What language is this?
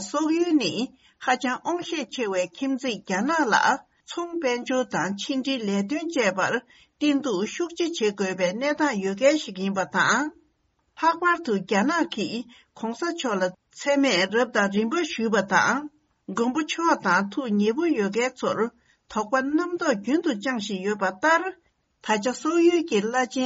Tibetan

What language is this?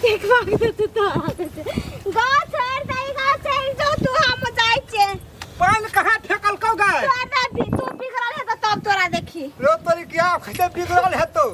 Maithili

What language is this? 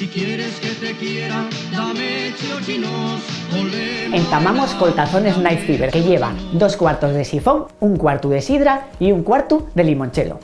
Asturian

